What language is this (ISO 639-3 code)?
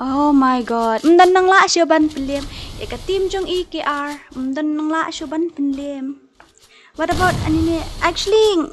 kha